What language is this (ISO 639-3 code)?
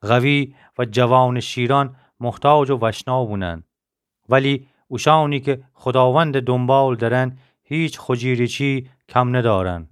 glk